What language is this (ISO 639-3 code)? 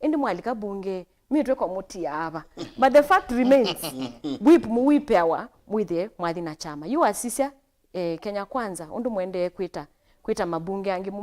kam